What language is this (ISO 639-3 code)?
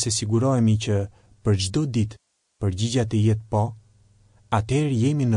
sqi